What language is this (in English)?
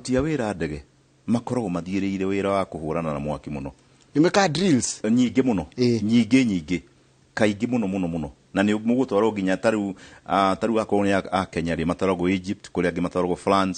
Kikuyu